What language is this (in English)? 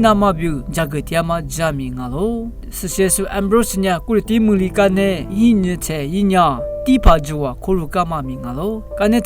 Lisu